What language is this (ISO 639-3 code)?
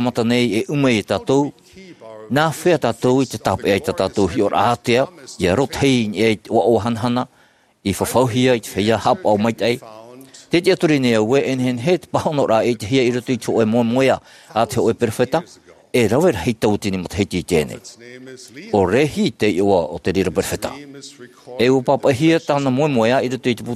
tah